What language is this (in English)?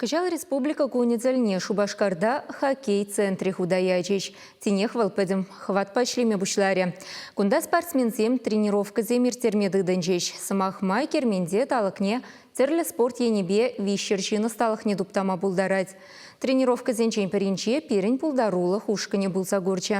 Chuvash